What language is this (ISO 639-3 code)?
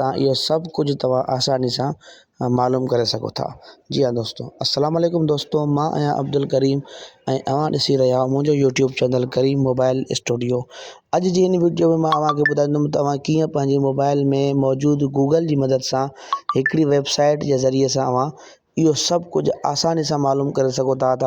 snd